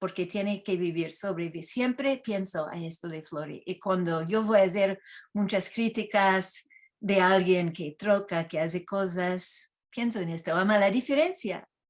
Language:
Ladino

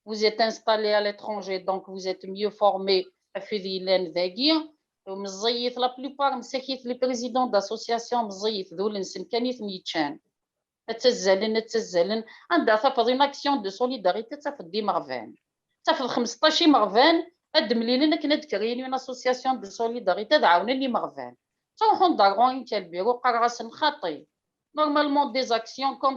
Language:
Kabyle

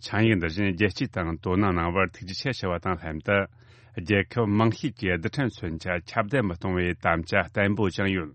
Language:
Tibetan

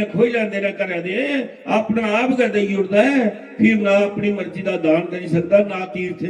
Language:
Dogri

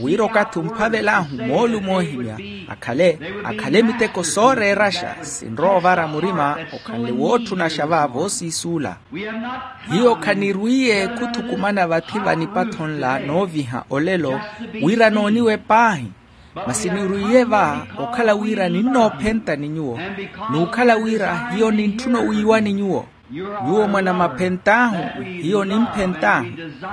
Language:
Makhuwa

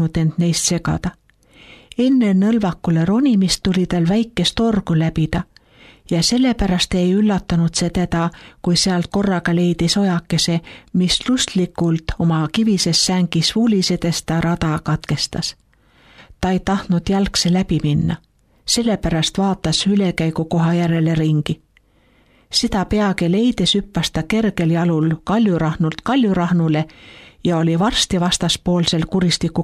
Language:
Estonian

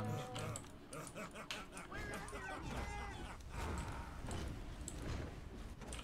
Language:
Turkish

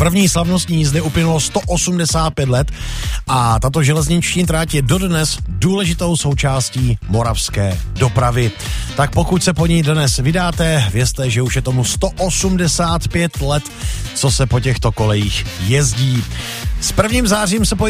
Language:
Czech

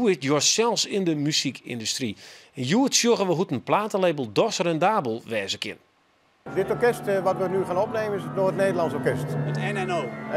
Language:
Western Frisian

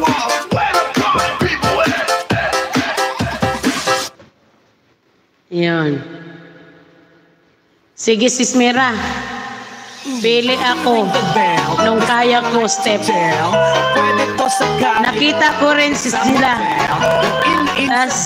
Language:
Filipino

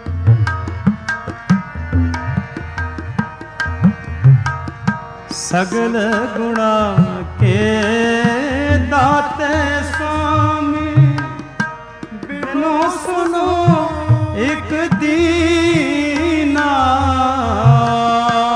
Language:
Punjabi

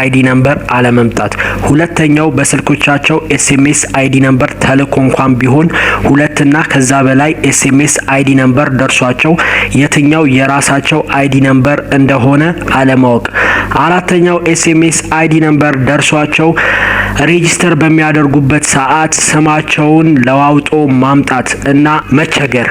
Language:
Amharic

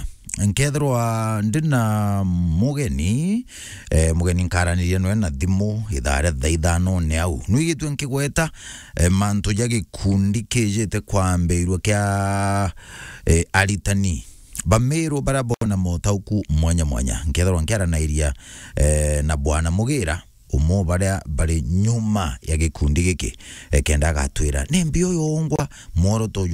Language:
Meru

